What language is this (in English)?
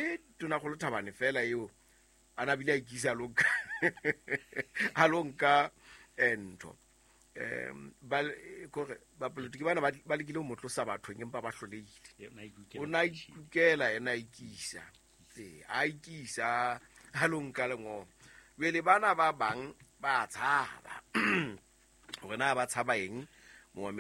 Southern Sotho